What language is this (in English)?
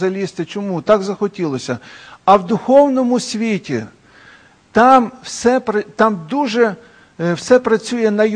Ukrainian